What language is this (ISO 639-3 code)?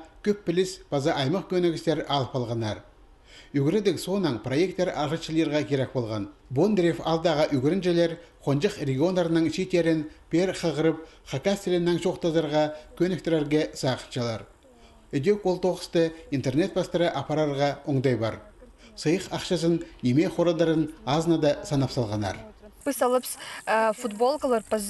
kjh